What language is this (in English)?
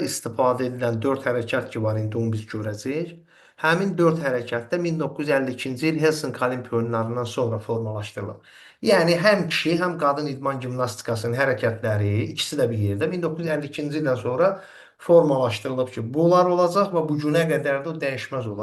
Azerbaijani